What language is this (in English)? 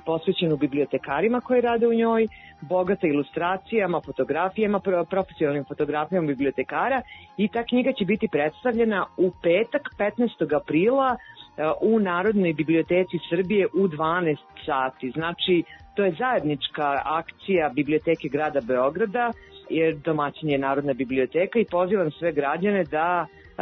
Serbian